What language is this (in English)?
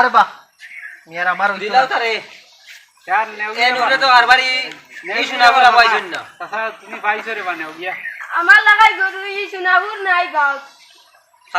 Sylheti